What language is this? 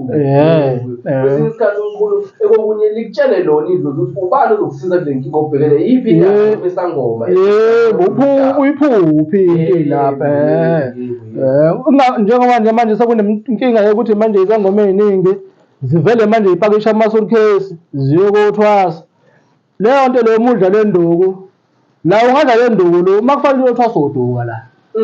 Zulu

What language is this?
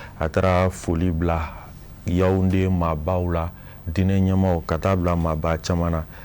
Bambara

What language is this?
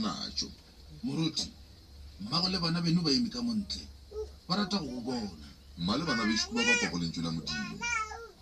Northern Sotho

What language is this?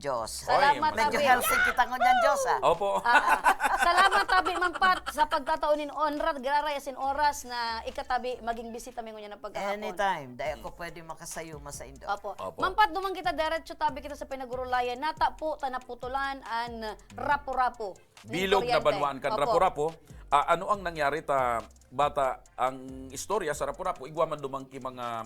Bikol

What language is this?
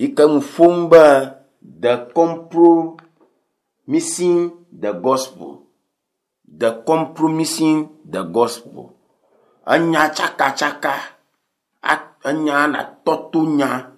Ewe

